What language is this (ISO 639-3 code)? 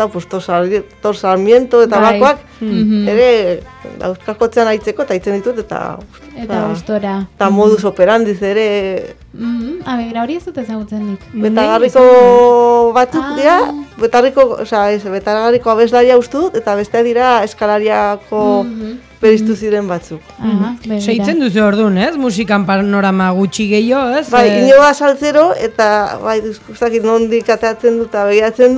eus